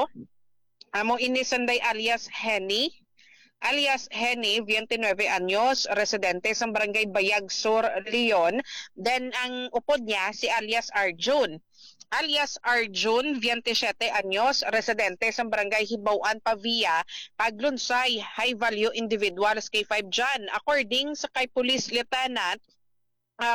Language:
Hiligaynon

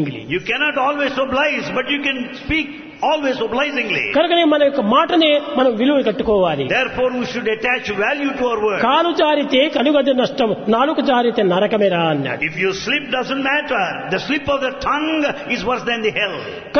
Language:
Telugu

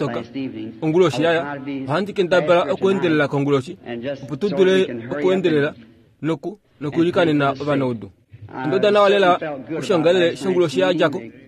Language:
Kuanyama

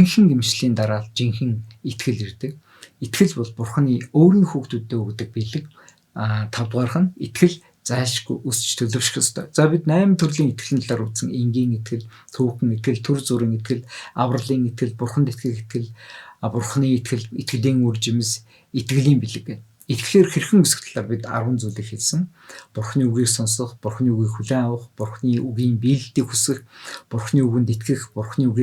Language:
Mongolian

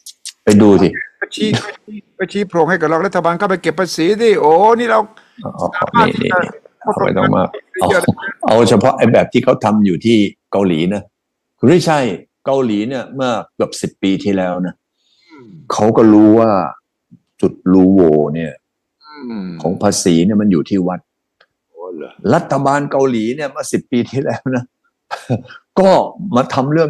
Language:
Thai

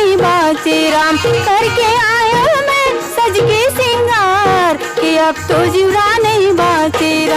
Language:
Chhattisgarhi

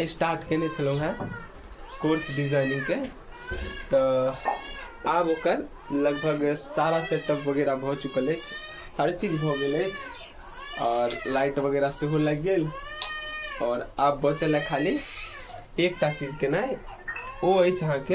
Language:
Maithili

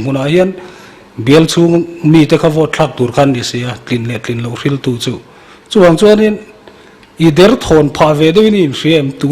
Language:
Mizo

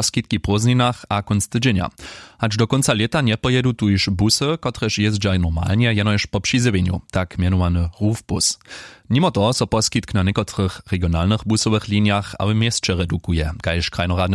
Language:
Upper Sorbian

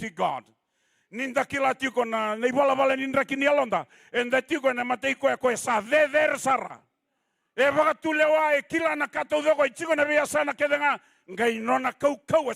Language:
Fijian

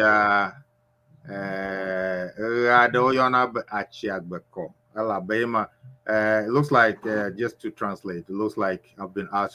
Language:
Ewe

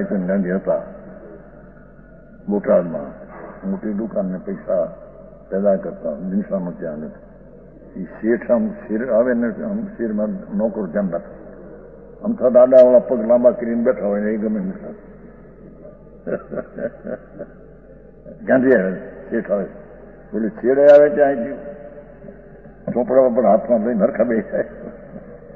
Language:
Gujarati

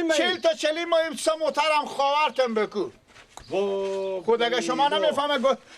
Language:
Persian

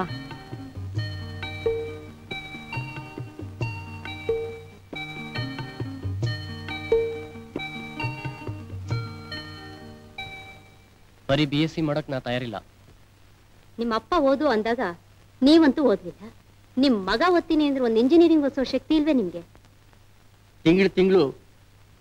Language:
Kannada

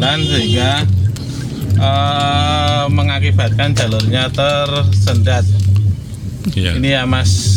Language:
Indonesian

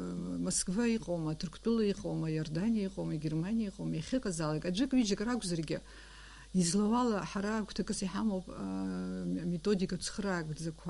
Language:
Abkhazian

